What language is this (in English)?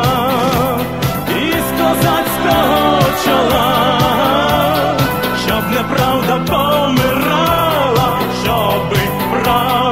Ukrainian